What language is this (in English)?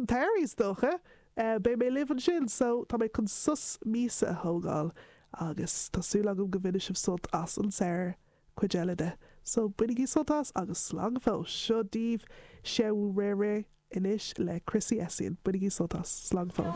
Irish